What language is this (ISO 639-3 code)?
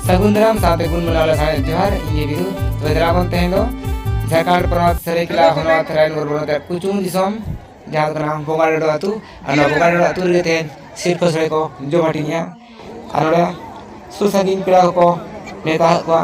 sat